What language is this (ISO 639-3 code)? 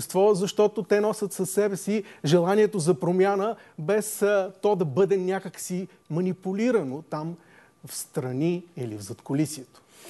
bul